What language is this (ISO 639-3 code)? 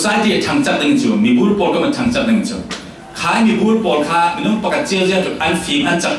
cfm